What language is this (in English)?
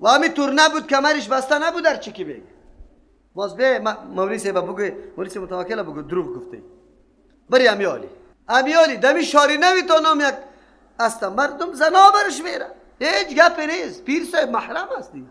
Persian